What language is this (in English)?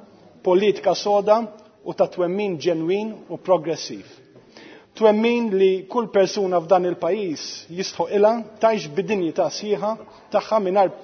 Maltese